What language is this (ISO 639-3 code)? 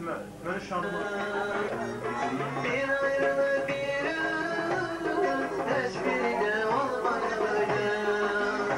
aze